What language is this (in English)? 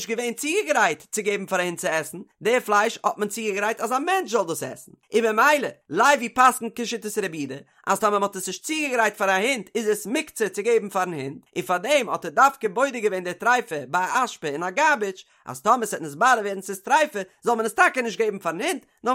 Yiddish